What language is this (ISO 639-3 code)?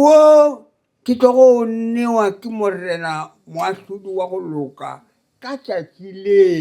nso